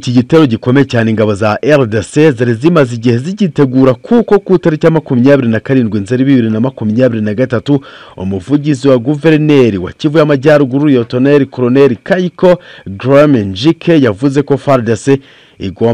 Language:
Kinyarwanda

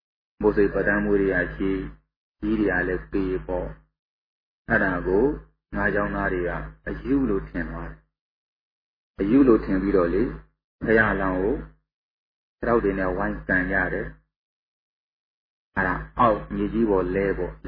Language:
Burmese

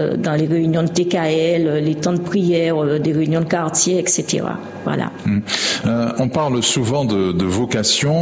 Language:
French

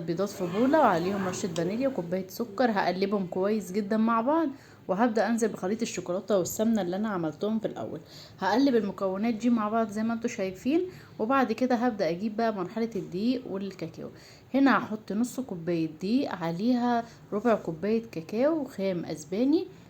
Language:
Egyptian Arabic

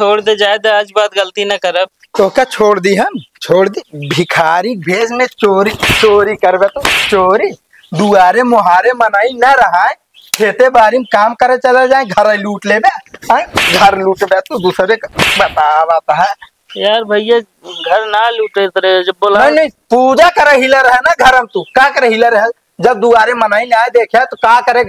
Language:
Awadhi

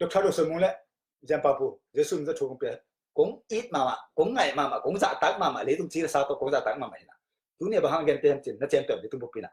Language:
Tedim Chin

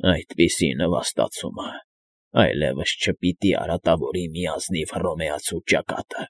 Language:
Armenian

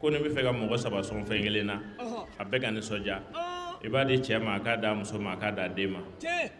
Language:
Bambara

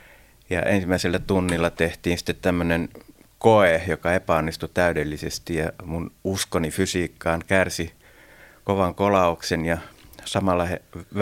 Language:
Finnish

